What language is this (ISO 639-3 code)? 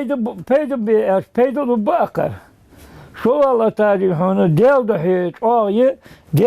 inh